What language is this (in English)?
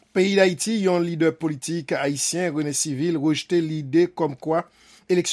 Haitian Creole